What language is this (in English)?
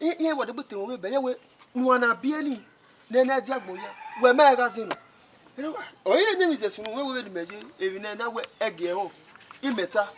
Bini